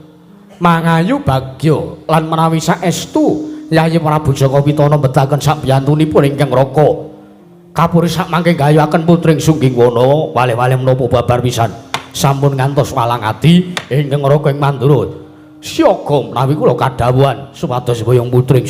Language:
Javanese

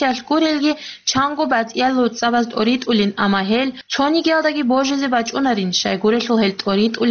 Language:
Avaric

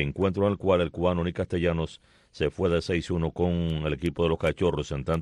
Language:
Spanish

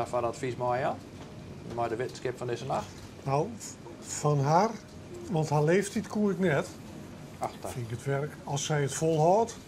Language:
Western Frisian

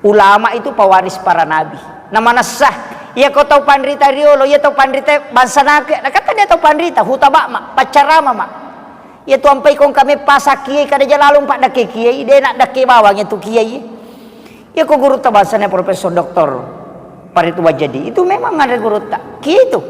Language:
Buginese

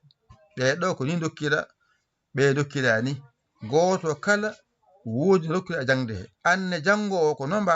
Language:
Fula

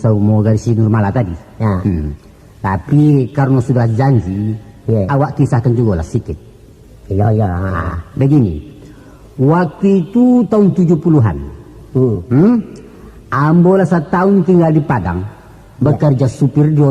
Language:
Minangkabau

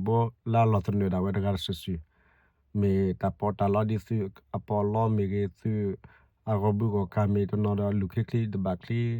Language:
S'gaw Karen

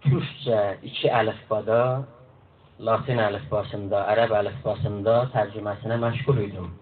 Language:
South Azerbaijani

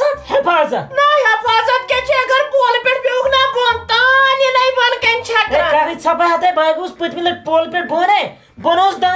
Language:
Kashmiri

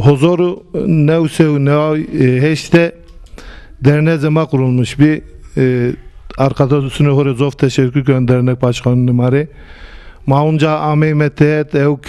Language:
Zaza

